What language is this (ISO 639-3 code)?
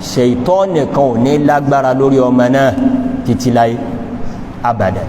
yor